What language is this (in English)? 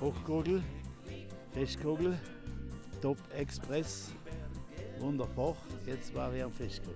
Bavarian